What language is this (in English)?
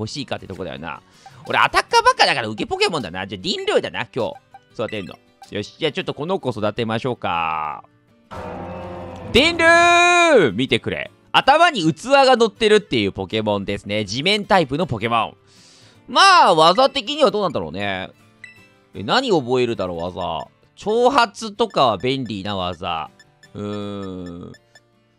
Japanese